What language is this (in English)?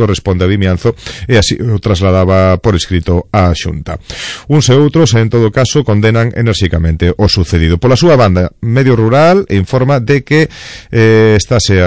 Galician